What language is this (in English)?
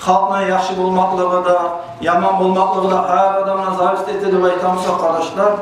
Kumyk